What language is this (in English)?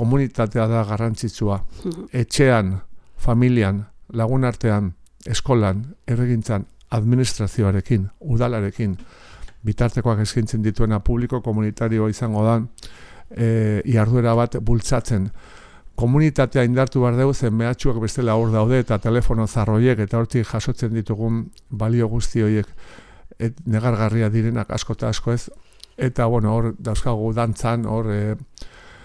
Basque